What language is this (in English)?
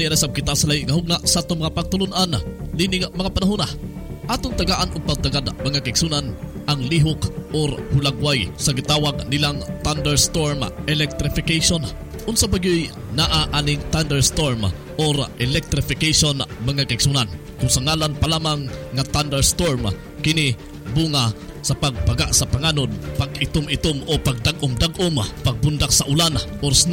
Cebuano